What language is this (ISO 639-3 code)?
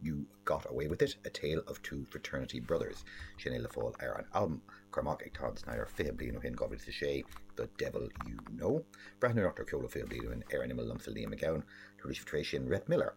gle